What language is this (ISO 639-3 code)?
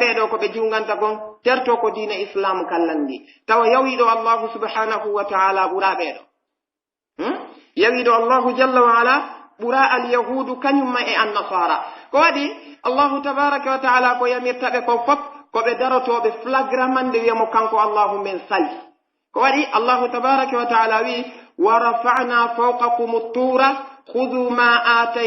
fuf